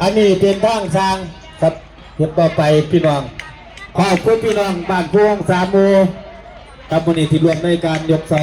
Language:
Northeastern Thai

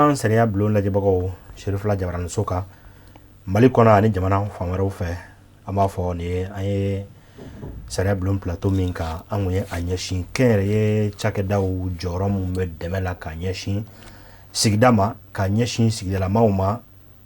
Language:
Bambara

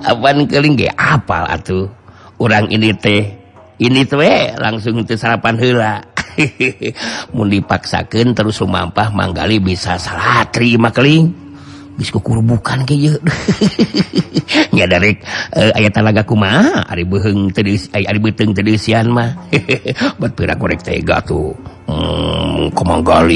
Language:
Sundanese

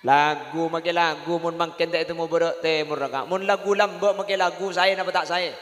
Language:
Madurese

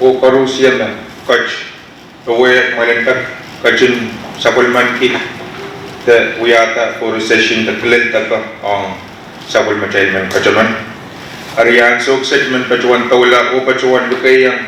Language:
Pohnpeian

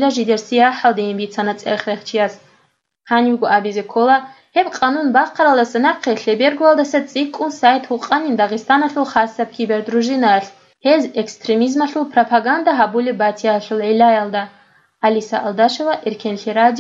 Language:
Avaric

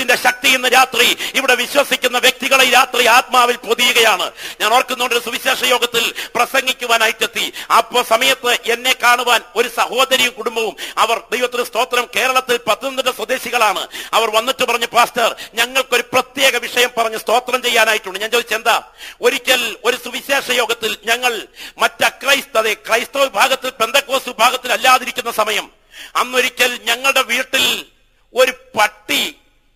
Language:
Malayalam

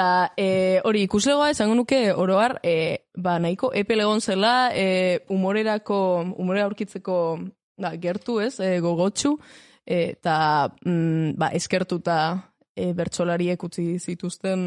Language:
Basque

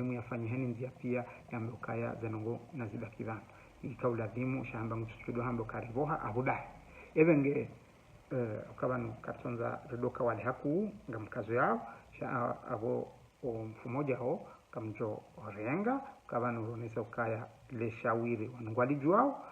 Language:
Ngazidja Comorian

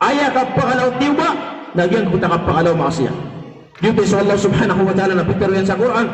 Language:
Maranao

